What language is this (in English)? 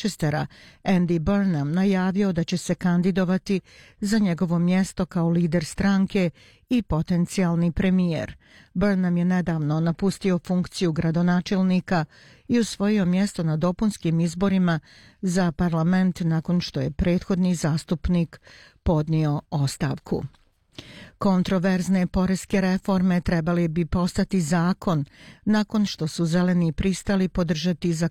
Bosnian